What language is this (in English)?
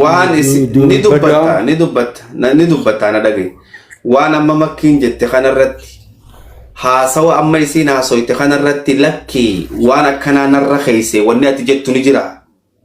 Oromo